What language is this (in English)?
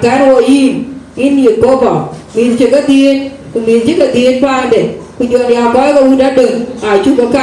Dinka